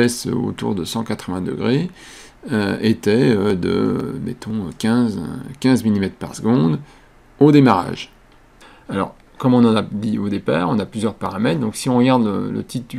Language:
French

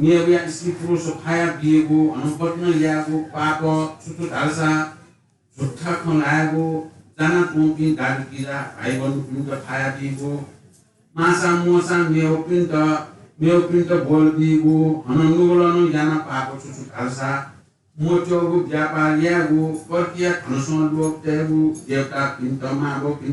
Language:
Newari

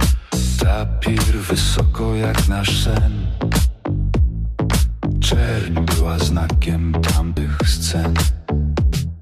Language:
Polish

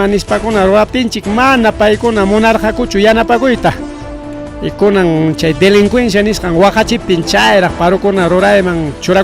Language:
Ayacucho Quechua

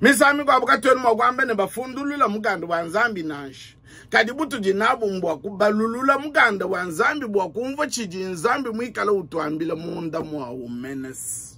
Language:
Luba-Lulua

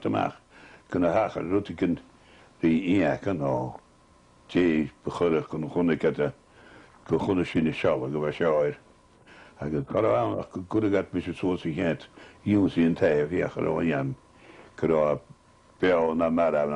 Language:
Scottish Gaelic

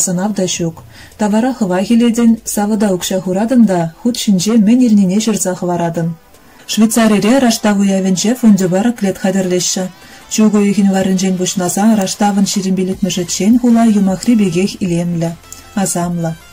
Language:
Chuvash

